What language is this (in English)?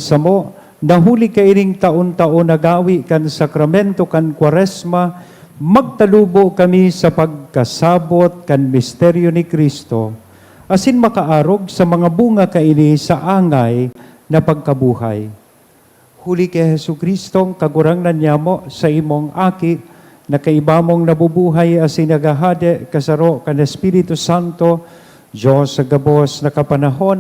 Bikol